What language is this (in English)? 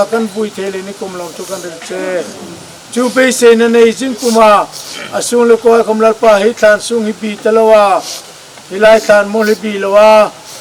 Hmar